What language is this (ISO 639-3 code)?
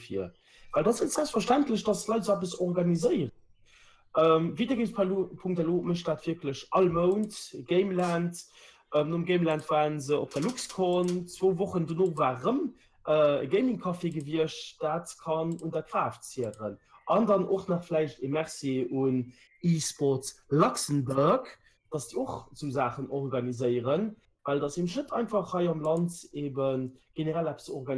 ltz